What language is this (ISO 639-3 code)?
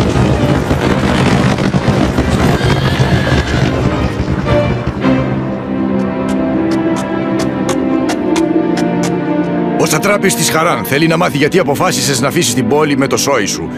ell